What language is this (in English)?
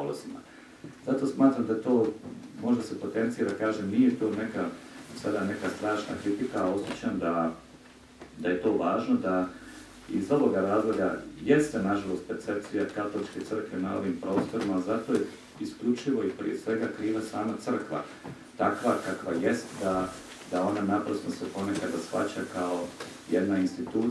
Croatian